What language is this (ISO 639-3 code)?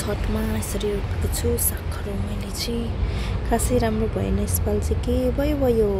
nep